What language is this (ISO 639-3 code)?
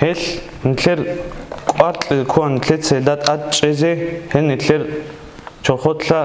ava